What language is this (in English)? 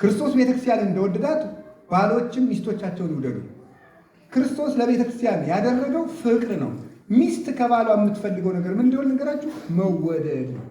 Amharic